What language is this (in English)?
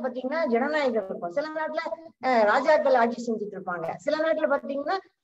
Tamil